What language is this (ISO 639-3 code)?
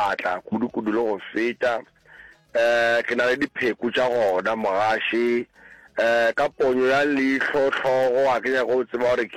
nso